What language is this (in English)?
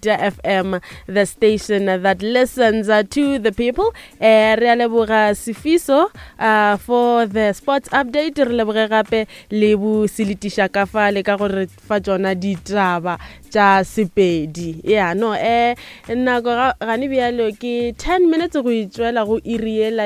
Northern Sotho